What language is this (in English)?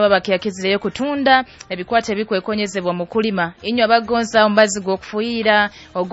Nyoro